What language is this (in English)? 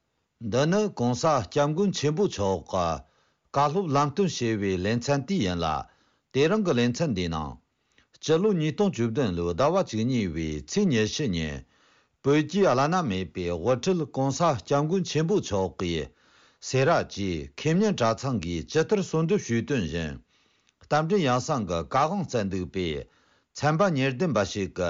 Tibetan